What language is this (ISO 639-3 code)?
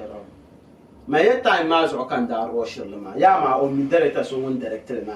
dag